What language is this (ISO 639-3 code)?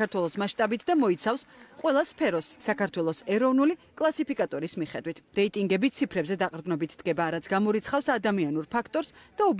kat